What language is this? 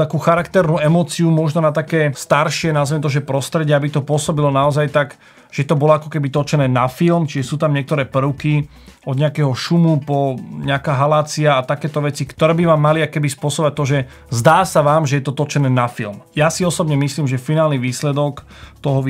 Slovak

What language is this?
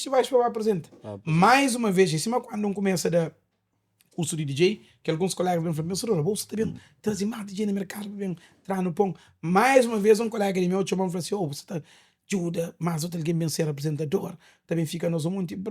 Kabuverdianu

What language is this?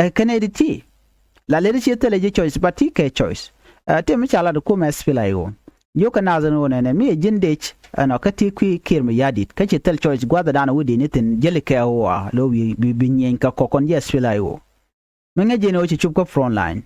Nuer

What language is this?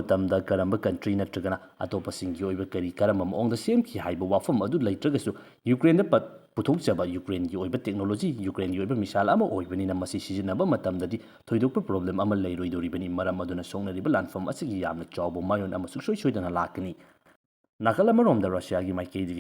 Manipuri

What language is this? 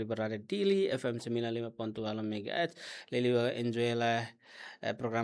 Tetum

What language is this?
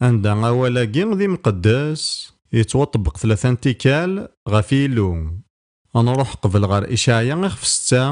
Kabyle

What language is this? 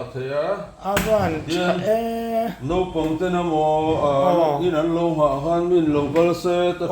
Mizo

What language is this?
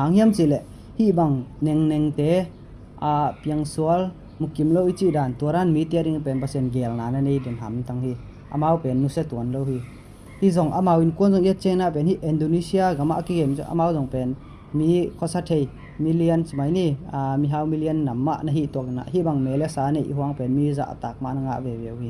Tedim Chin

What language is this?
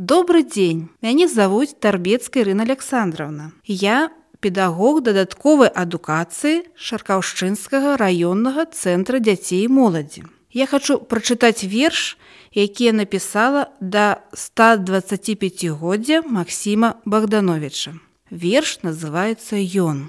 Belarusian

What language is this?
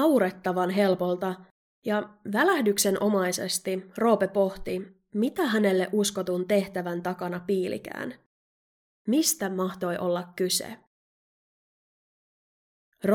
Finnish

